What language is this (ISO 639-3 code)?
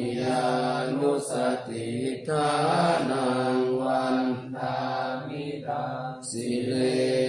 pli